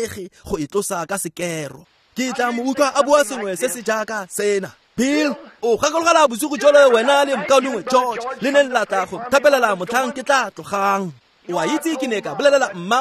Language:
Tswana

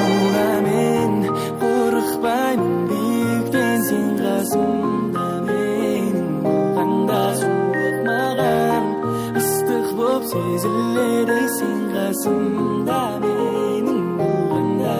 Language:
Kara-Kalpak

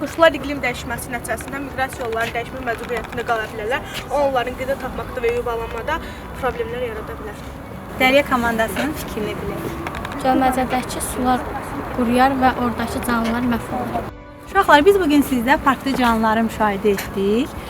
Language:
Azerbaijani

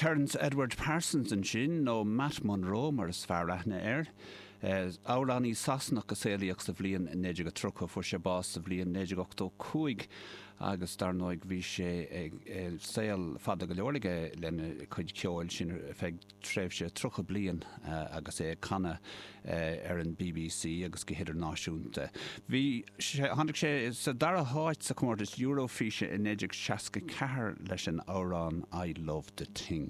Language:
Irish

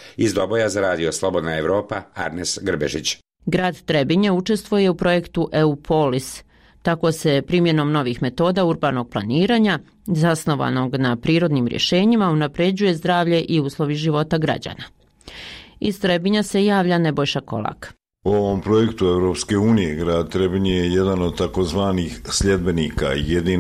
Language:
Bosnian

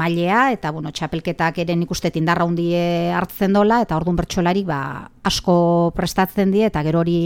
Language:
Basque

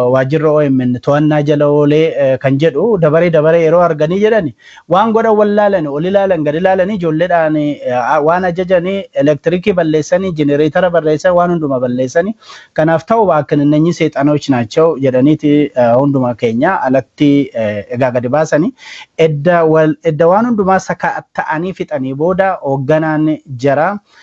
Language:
Oromo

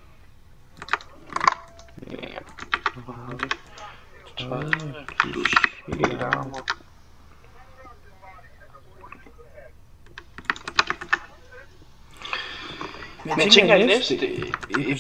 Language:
Danish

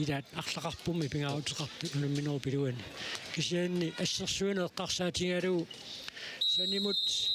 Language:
Kalaallisut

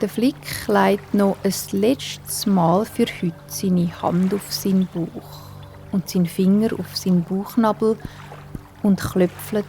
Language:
Swiss German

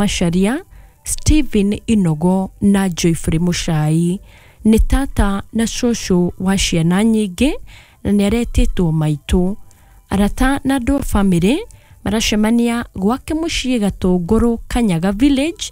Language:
Kikuyu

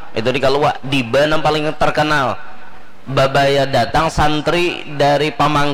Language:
Banjar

